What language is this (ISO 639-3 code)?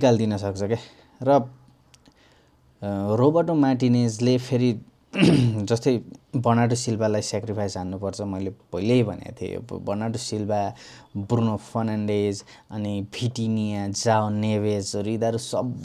nep